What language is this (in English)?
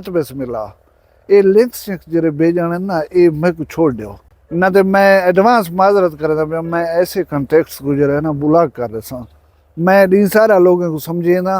Saraiki